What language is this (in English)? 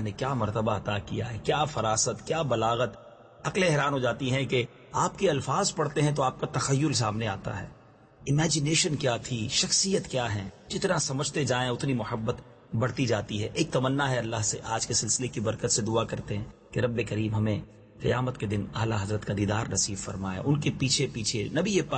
Urdu